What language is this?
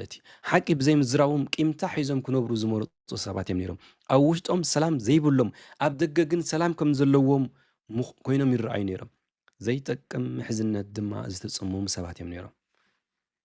Tigrinya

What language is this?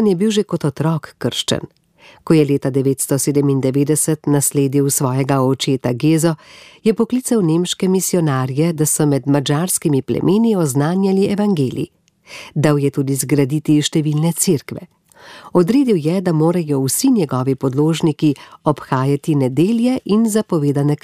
Slovenian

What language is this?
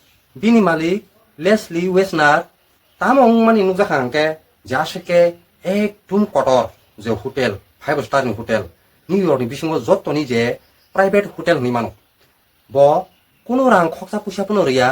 Kok Borok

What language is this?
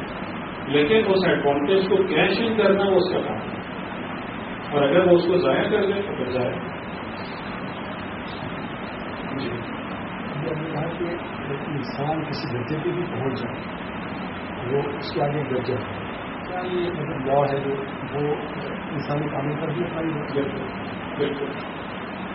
Urdu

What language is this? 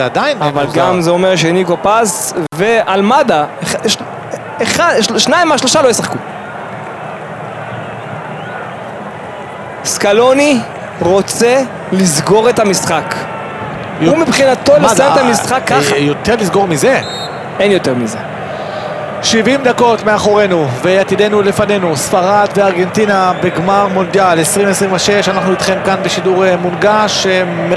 Hebrew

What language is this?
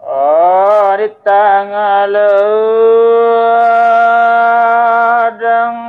Minangkabau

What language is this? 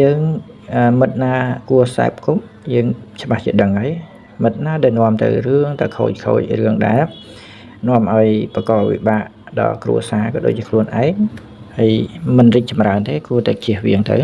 Khmer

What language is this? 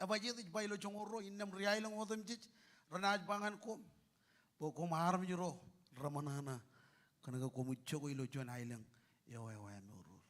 Marshallese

